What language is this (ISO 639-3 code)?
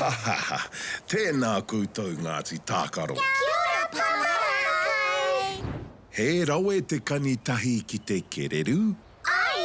mri